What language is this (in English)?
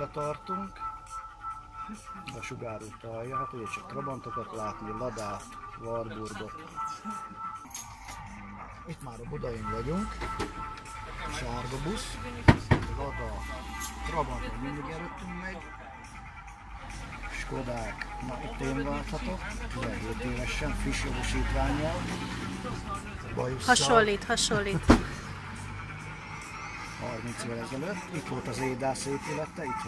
Hungarian